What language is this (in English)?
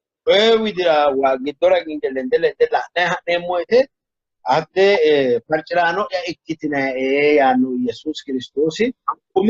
Sidamo